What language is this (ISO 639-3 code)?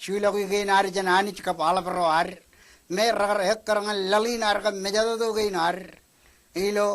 mah